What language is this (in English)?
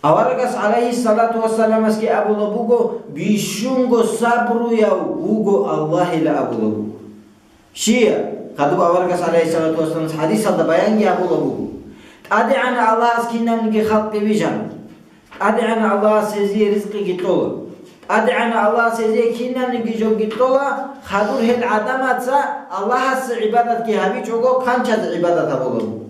Avaric